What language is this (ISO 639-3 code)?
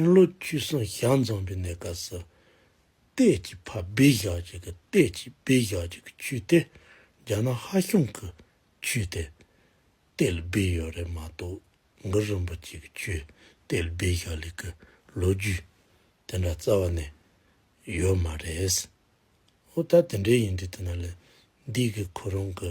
bod